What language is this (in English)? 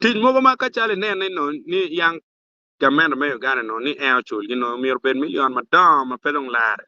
Acoli